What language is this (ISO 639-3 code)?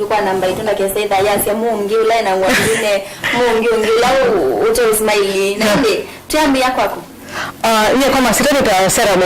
kam